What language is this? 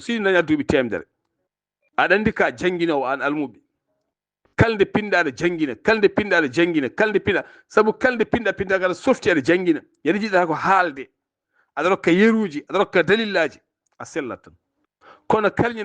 Fula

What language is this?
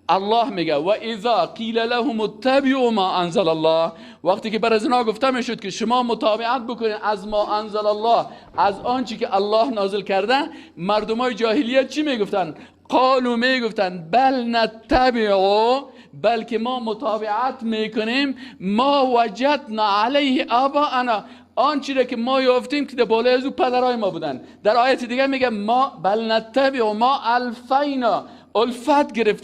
Persian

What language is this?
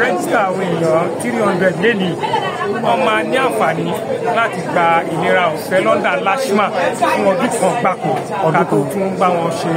Yoruba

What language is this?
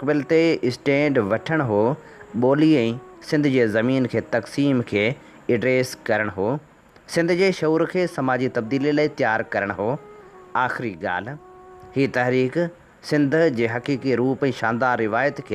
Sindhi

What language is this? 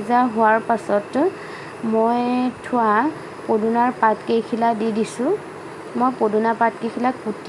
Assamese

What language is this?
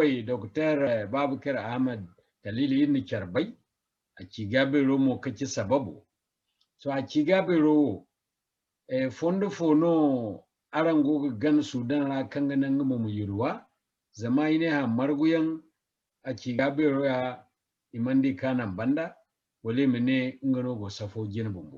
Zarma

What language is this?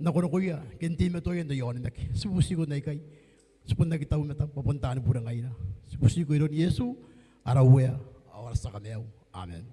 Gilbertese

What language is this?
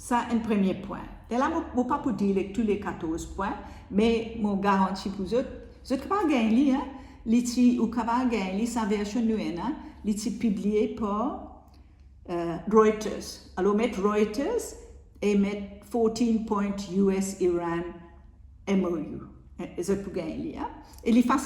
Morisyen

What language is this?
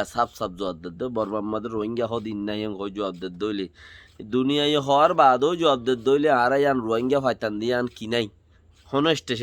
Rohingya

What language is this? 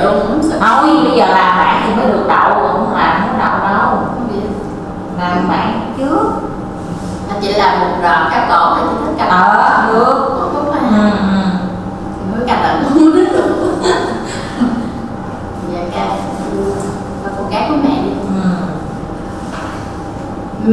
Vietnamese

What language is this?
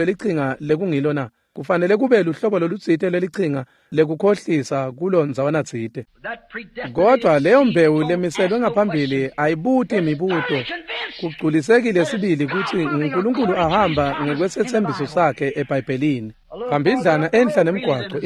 Swati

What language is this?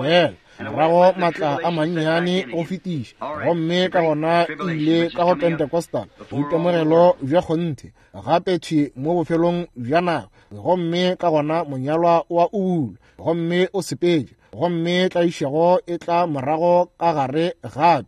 Northern Sotho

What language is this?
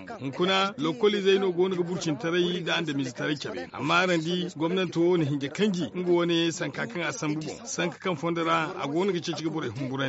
Zarma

